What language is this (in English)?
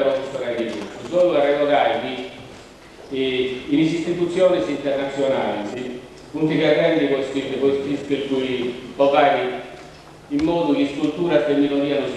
Sardinian